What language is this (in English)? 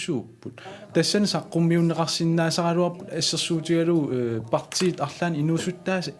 Kalaallisut